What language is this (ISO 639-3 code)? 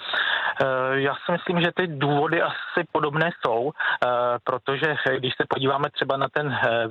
ces